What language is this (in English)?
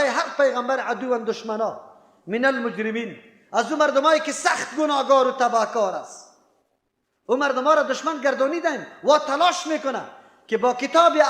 Persian